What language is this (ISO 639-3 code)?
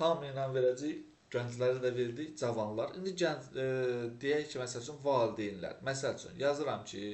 aze